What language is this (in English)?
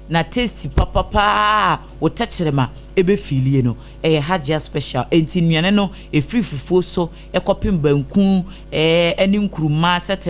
Akan